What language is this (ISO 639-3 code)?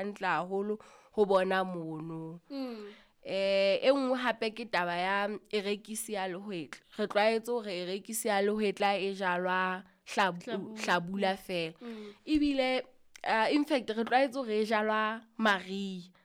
sot